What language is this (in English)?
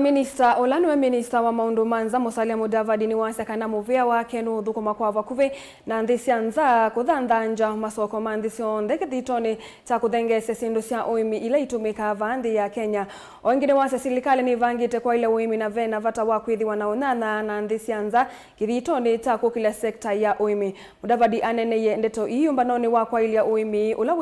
Kamba